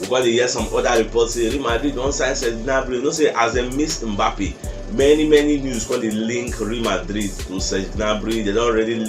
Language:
Nigerian Pidgin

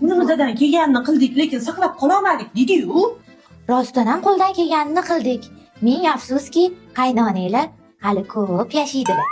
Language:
Uzbek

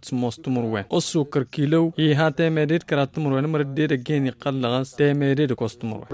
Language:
Tamasheq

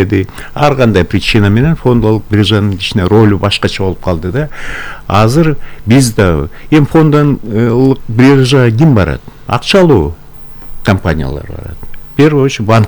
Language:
Kyrgyz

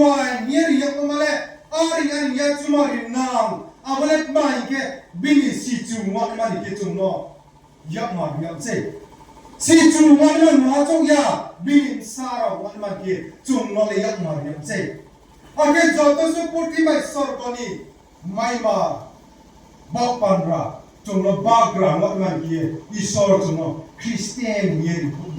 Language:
Riang (India)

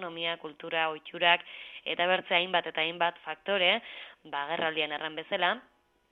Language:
Basque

